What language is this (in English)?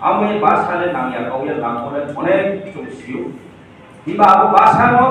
Riang (India)